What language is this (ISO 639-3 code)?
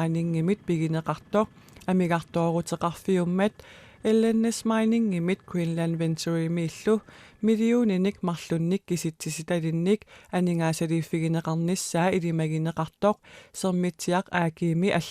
kal